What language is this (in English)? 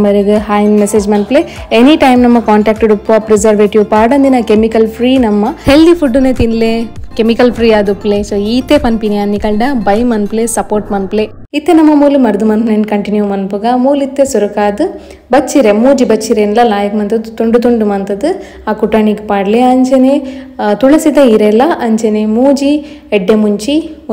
Tulu